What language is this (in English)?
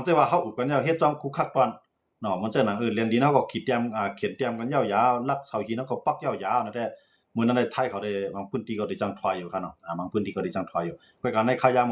Shan